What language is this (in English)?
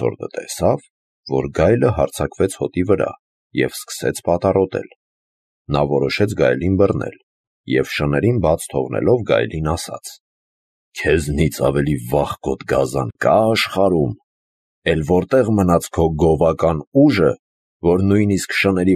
Armenian